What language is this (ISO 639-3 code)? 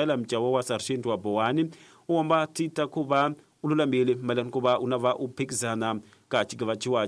tso